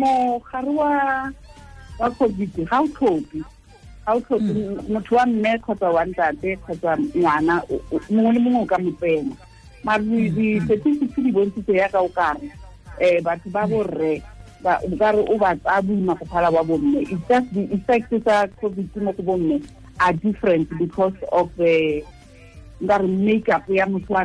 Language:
Tswana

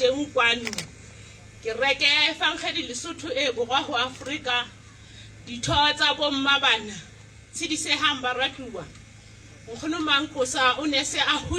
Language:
Southern Sotho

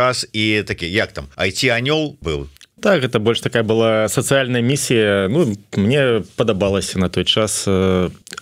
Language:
Belarusian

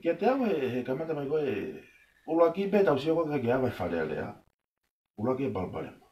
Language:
Tongan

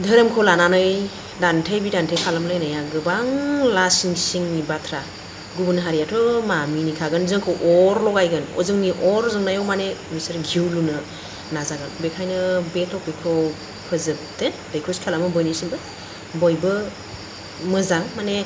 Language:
Bodo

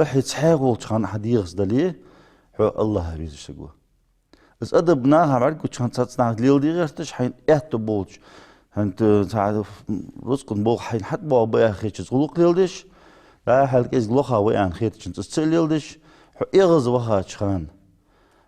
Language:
Ingush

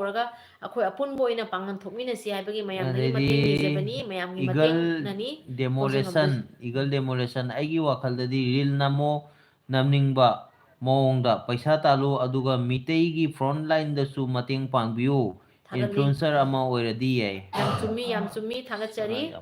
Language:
Manipuri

